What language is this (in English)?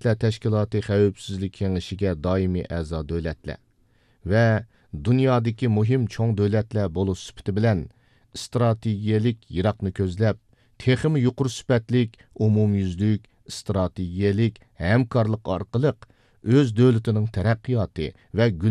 Uyghur